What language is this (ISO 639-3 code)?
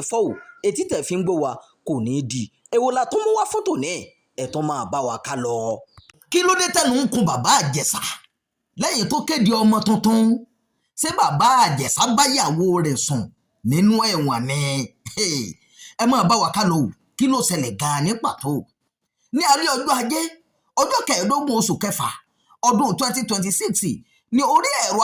yor